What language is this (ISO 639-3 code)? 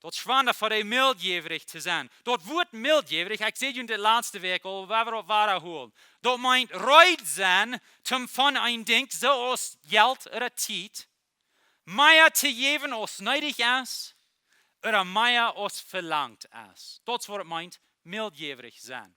pdt